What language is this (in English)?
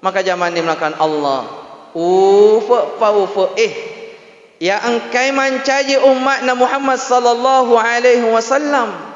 Buginese